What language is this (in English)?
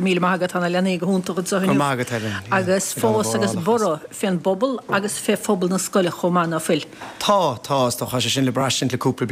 Irish